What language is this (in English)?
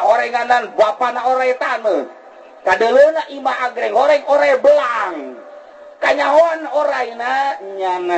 Sundanese